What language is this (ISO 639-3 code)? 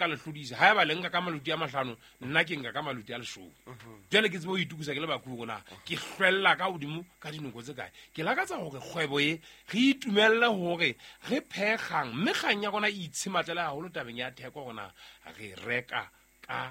sot